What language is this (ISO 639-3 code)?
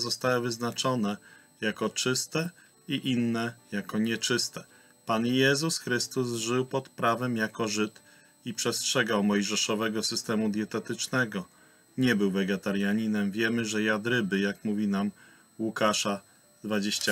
pol